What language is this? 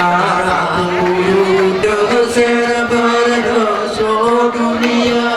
Gayo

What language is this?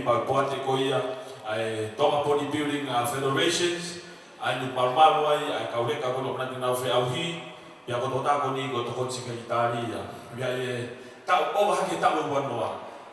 Tongan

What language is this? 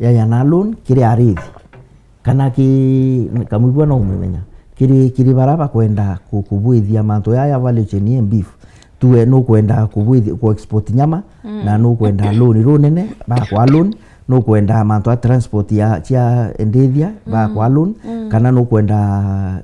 Meru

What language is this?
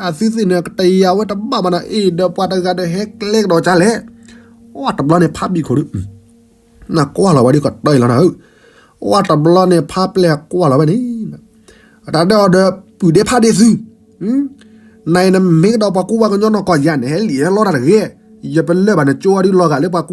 S'gaw Karen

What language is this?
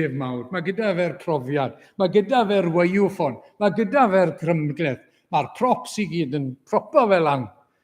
Welsh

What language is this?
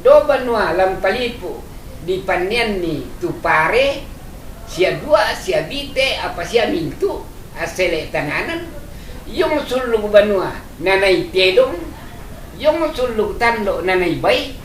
Toraja-Sa'dan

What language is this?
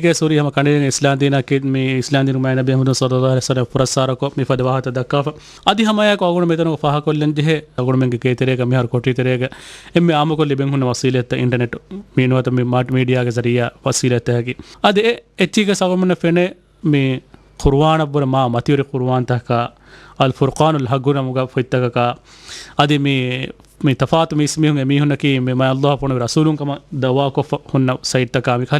Divehi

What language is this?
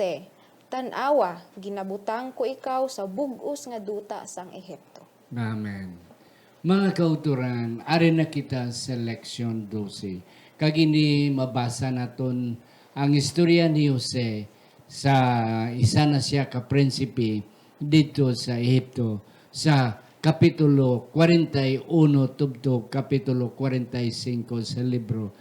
Hiligaynon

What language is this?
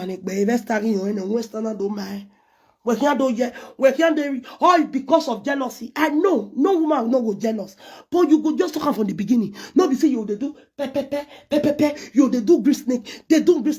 Nigerian Pidgin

